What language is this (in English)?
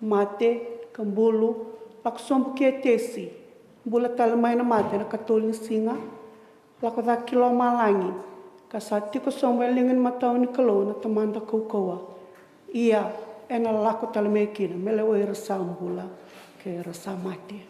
Fijian